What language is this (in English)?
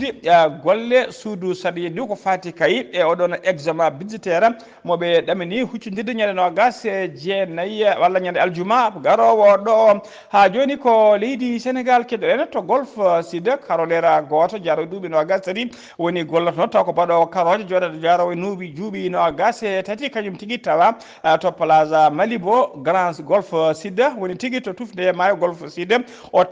Fula